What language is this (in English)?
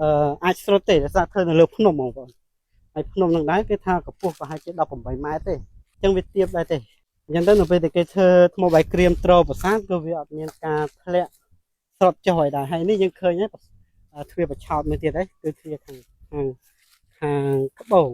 Khmer